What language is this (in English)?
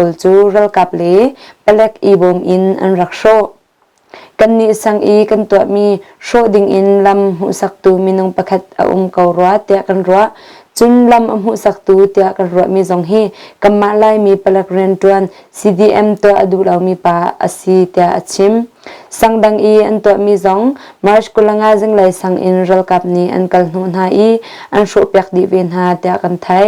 Hakha Chin